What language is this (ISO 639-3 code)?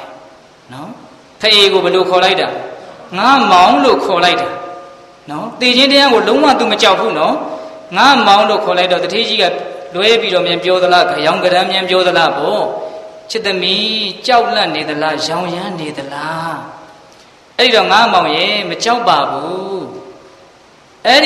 mya